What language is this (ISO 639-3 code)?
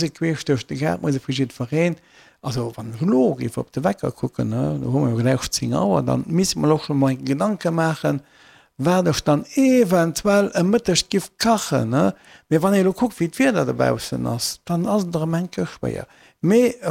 ltz